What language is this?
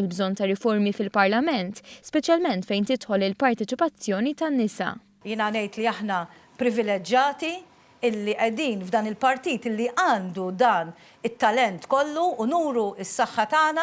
Maltese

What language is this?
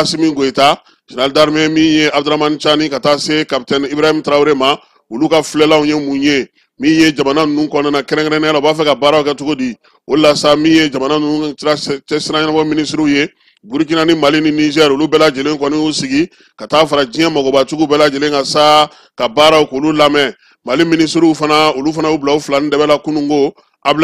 Bambara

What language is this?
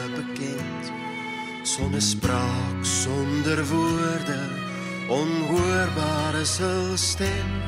Afrikaans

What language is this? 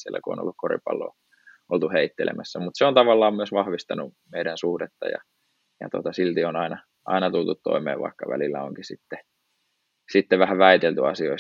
Finnish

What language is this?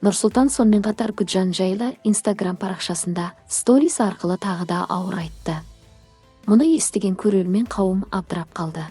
Kazakh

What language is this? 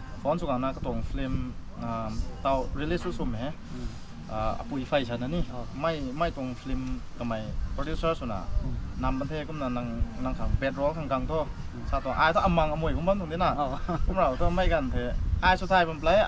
Rongmei Naga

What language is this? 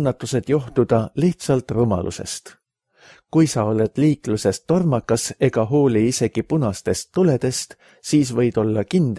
Estonian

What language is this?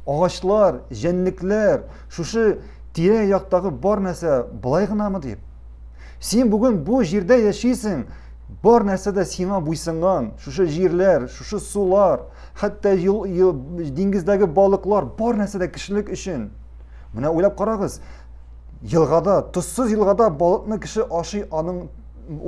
Tatar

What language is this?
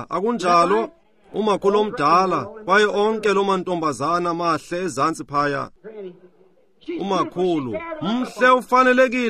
Xhosa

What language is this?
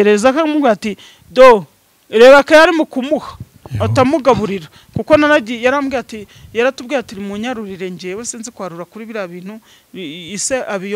Kinyarwanda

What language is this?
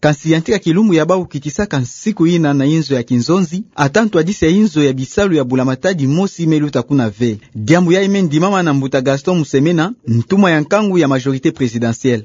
Kituba (Democratic Republic of Congo)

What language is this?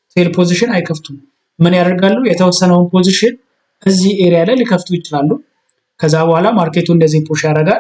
Amharic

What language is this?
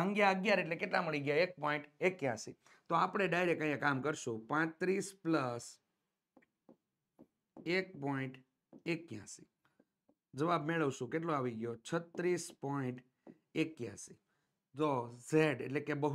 Gujarati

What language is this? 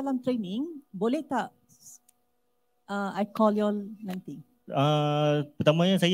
Malay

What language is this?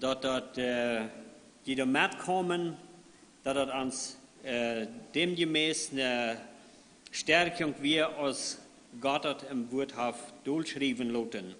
Plautdietsch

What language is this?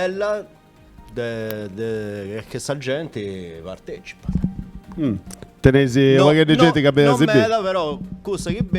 Sardinian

